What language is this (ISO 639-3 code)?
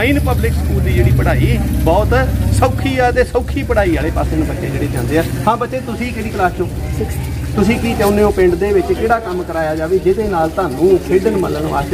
pan